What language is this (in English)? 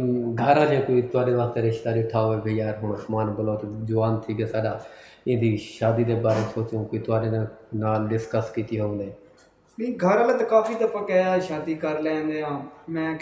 Saraiki